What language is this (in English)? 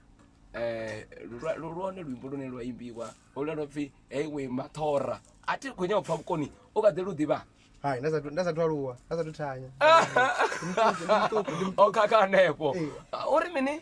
Venda